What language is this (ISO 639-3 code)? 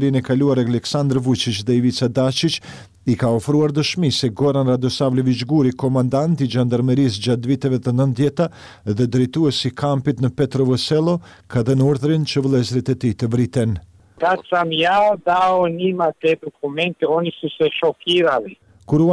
sqi